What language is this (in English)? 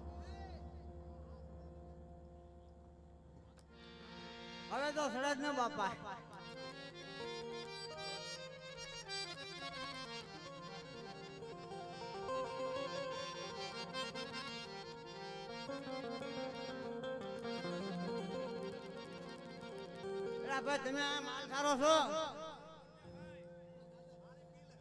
Gujarati